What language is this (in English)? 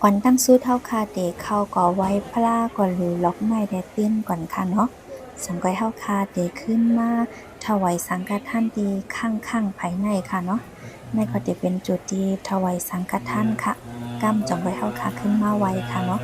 Shan